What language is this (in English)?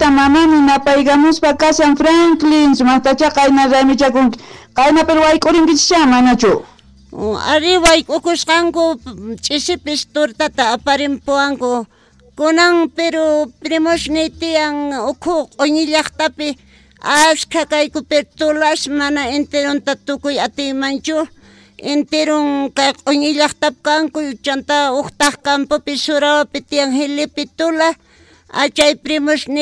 South Bolivian Quechua